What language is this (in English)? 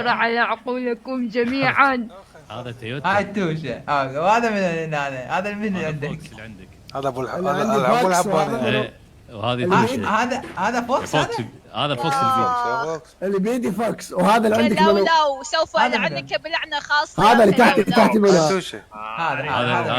Mesopotamian Arabic